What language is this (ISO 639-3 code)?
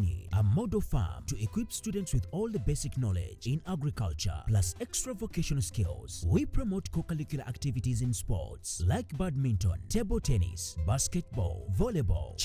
lug